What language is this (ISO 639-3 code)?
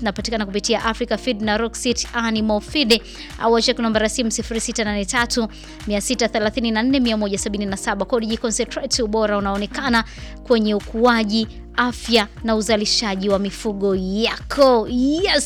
swa